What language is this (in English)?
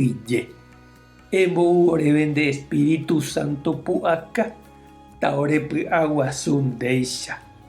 Guarani